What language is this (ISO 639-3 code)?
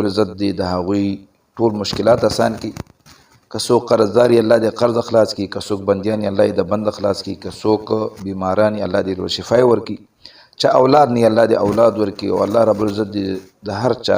pus